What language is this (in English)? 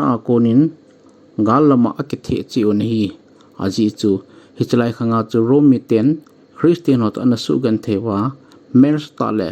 Thado Chin